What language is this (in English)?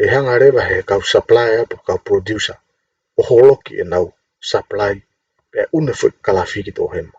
Tongan